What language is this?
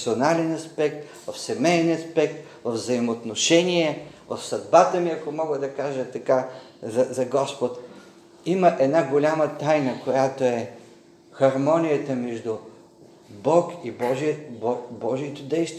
Bulgarian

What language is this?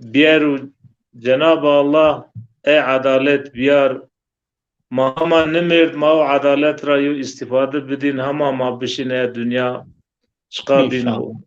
Zaza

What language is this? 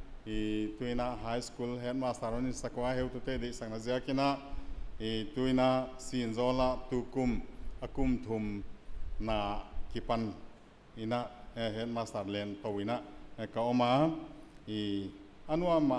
Tedim Chin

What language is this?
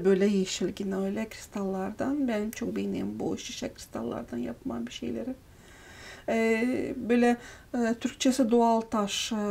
Gagauz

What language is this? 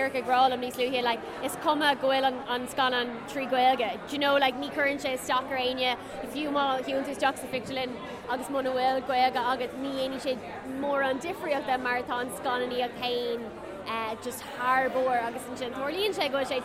Irish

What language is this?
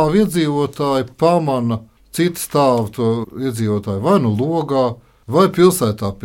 Latvian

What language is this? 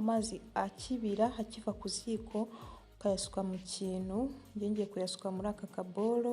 Kinyarwanda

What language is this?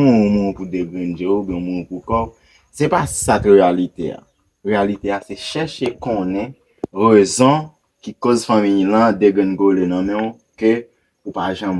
Haitian Creole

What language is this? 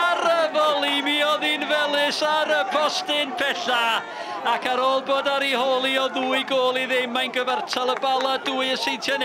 Welsh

